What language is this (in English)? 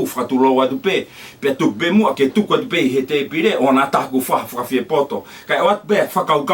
Tongan